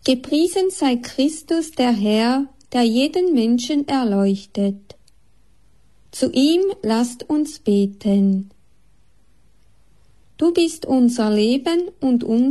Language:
German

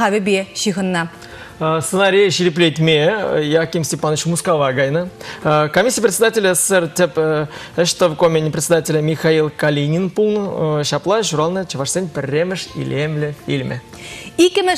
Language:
Chuvash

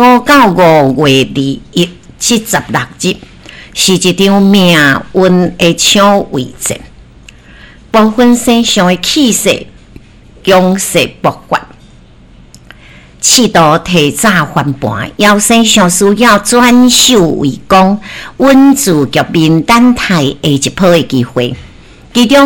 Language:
Min Nan Chinese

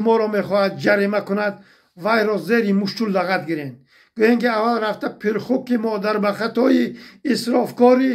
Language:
Tajik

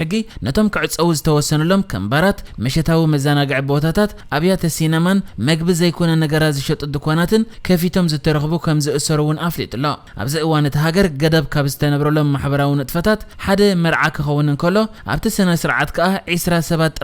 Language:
Tigrinya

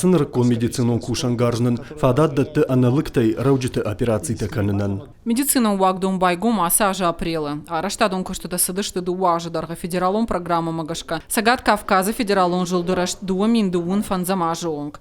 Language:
Ossetic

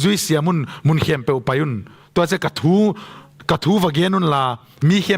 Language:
Tedim Chin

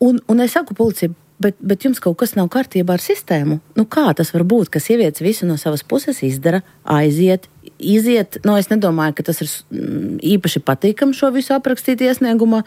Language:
Latvian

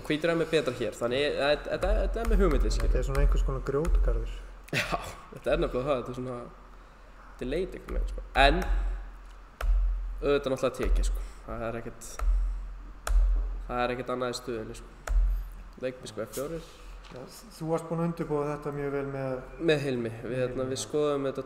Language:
Icelandic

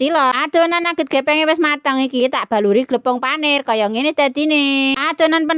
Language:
Javanese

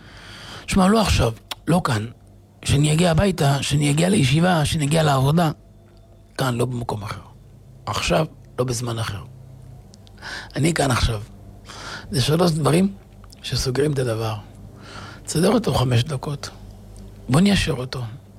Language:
Hebrew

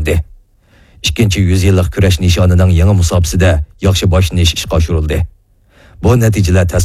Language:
Uyghur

